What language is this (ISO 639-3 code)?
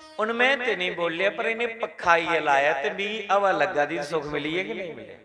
doi